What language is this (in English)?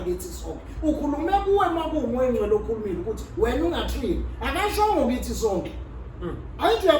Zulu